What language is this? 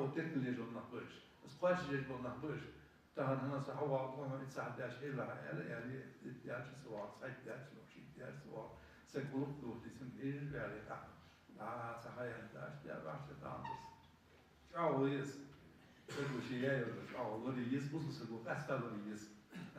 Ingush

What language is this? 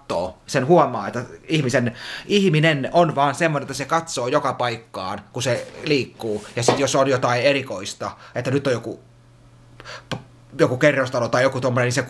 Finnish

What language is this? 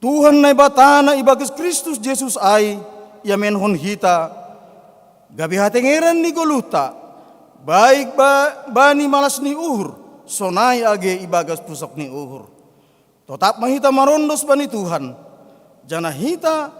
Batak Simalungun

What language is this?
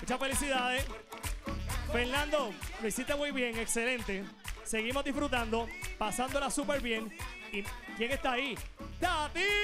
Spanish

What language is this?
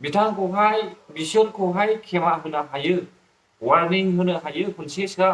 Bodo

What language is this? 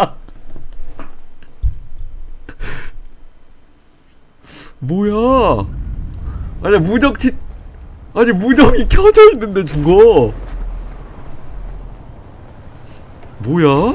Korean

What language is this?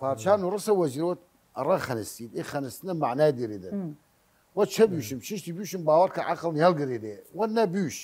Southern Kurdish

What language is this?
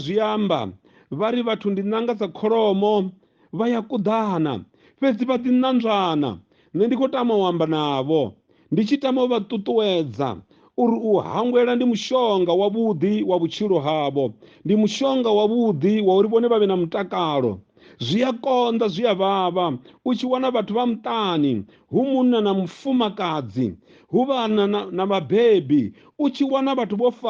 Venda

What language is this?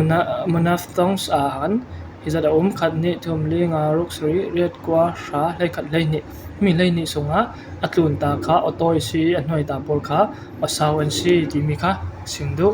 Falam Chin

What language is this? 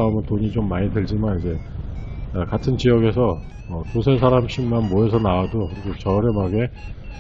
Korean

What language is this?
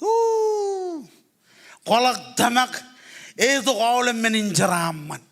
Marshallese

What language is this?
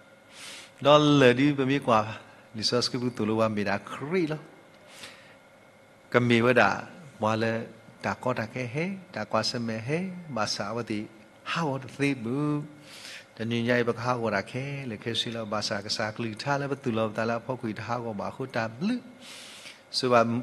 S'gaw Karen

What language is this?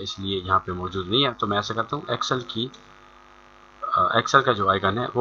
Hindi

